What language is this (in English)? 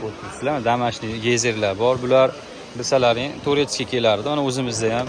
Uzbek